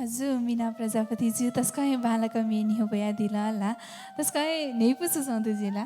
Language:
Newari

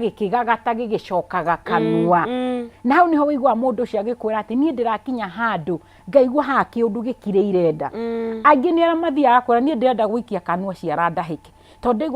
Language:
Kikuyu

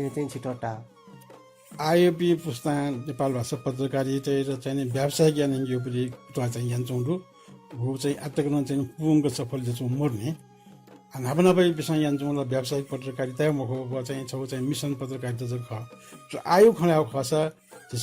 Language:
Newari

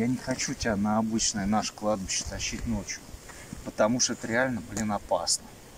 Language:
Russian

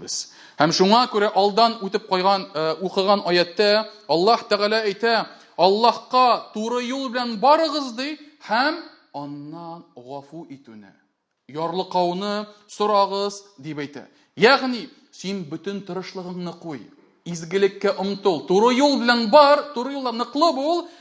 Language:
Tatar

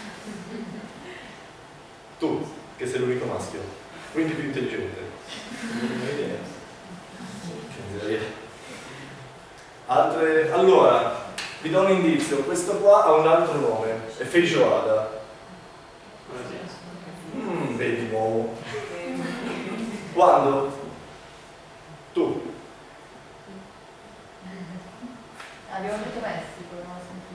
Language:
Italian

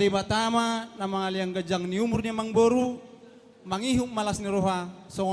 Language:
Batak Toba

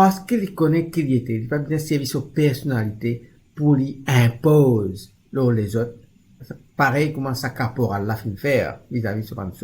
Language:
Morisyen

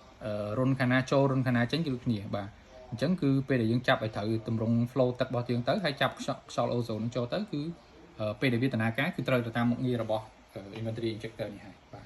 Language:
Khmer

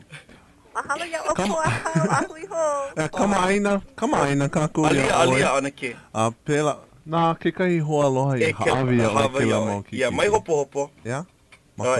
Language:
Hawaiian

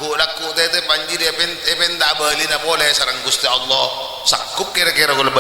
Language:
Madurese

